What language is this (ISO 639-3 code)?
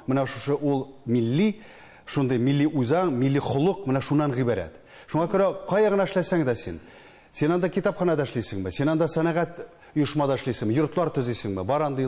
tat